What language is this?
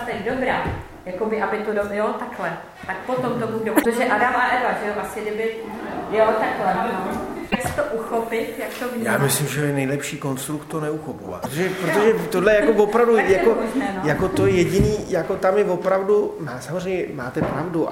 Czech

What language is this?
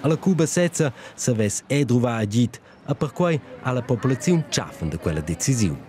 Romansh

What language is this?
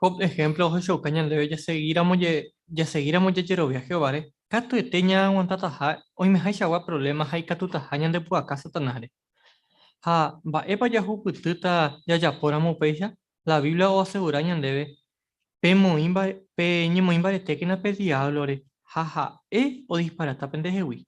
Guarani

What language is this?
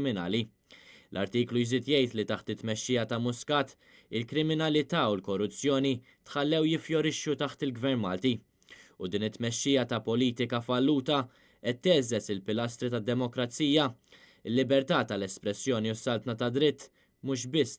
Maltese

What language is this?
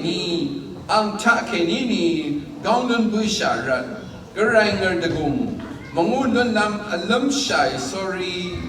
Rawang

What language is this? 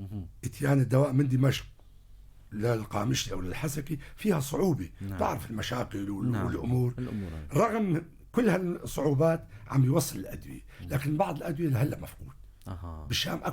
North Levantine Arabic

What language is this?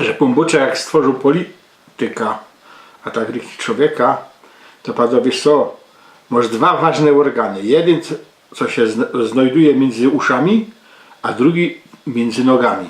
Silesian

